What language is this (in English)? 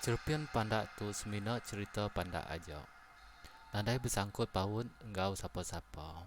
Iban